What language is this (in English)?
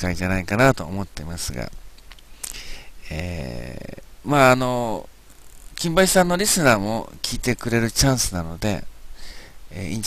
Japanese